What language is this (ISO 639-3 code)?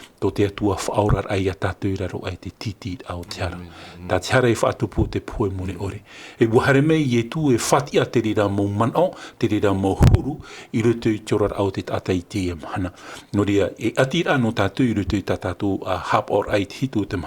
tah